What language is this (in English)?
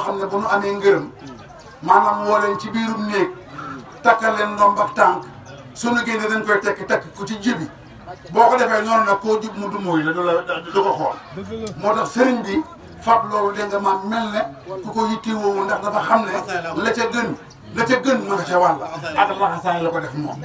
Wolof